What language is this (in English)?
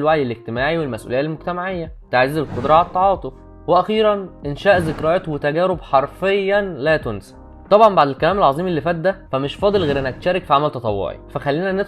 Egyptian Arabic